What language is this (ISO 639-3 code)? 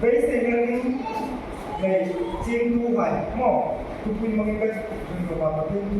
hmr